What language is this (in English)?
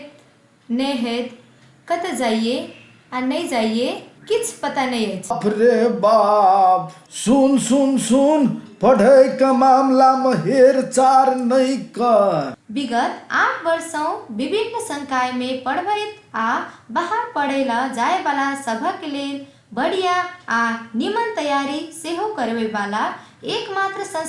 Maithili